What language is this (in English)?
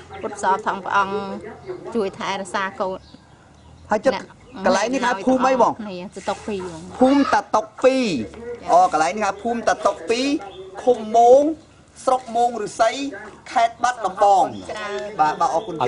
Khmer